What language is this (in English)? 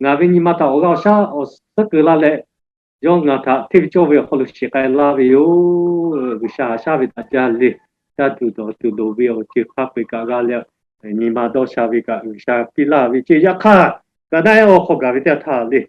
Lahu